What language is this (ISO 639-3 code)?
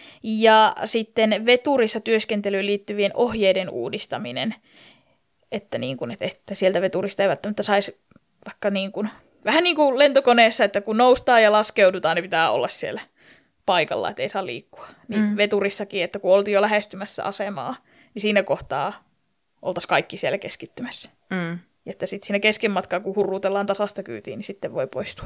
fin